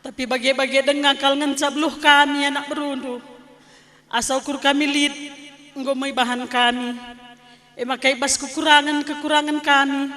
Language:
Batak Karo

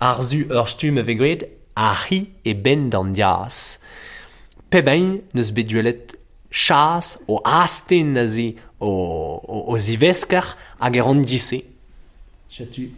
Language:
Breton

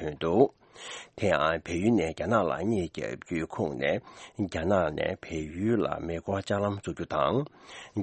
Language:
Tibetan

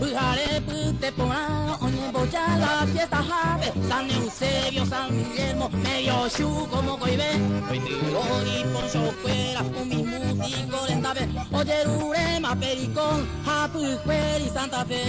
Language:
Guarani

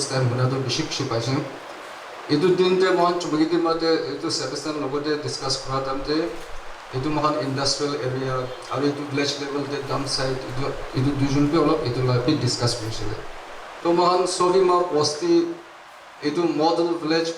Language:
Naga Pidgin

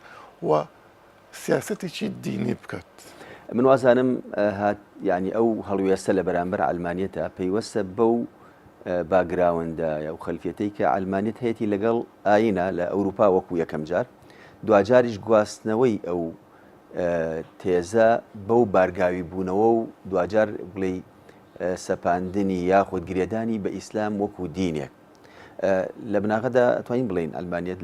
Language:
Central Kurdish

